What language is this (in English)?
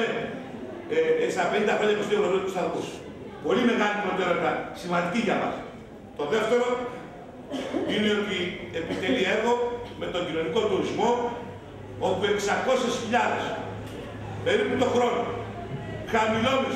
Greek